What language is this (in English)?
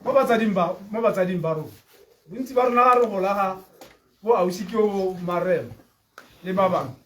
Tswana